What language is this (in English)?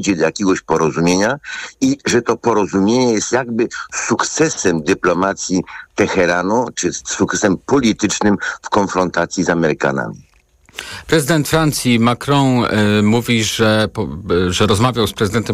Polish